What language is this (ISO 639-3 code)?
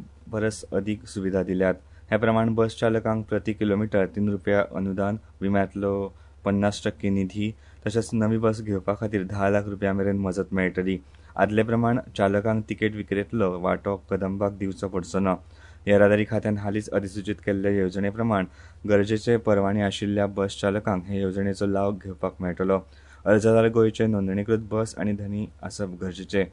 kok